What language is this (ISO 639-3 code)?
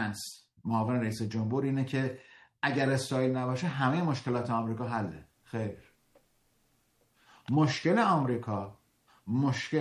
fas